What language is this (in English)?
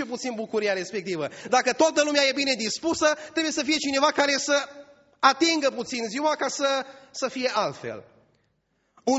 Romanian